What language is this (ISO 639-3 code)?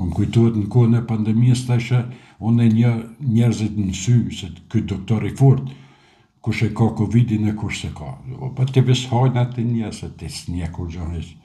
sqi